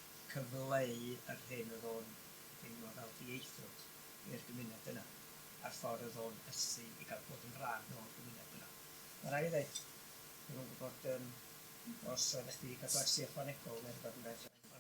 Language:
Welsh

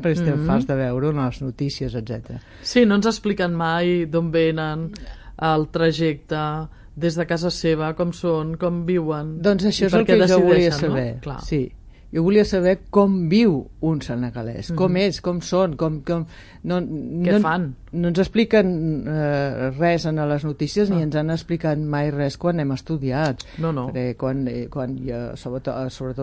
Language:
Catalan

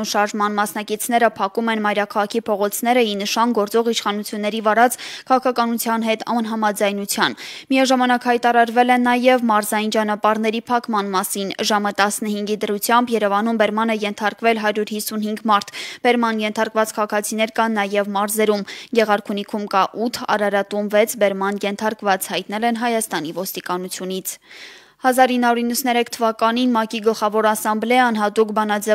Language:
Armenian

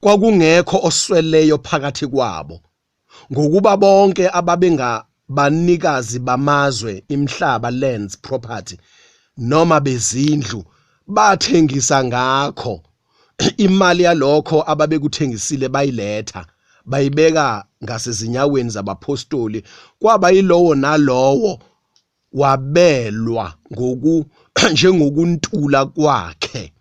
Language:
Zulu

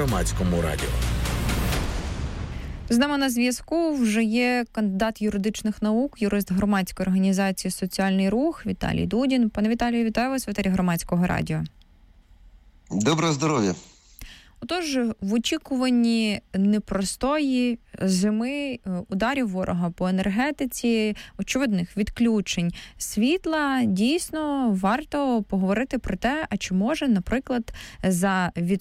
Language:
Ukrainian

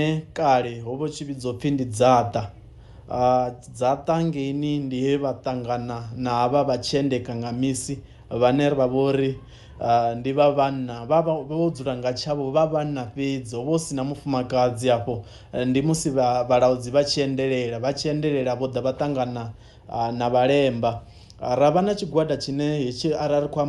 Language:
Venda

